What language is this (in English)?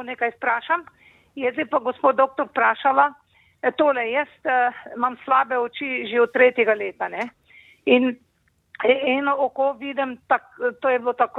Slovenian